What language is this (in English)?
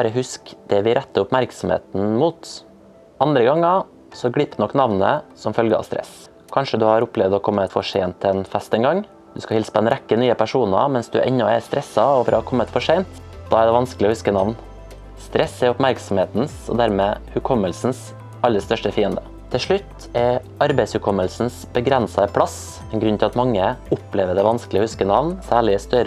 Norwegian